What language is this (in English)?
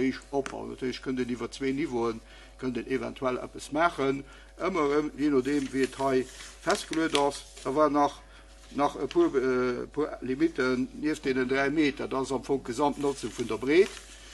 Luxembourgish